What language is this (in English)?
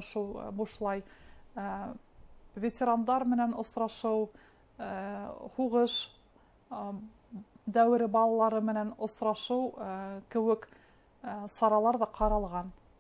Bashkir